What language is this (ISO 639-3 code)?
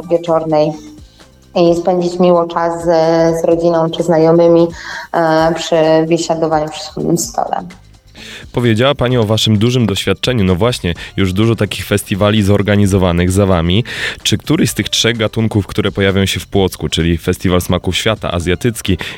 pol